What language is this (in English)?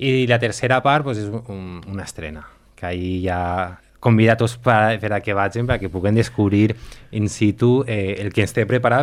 Catalan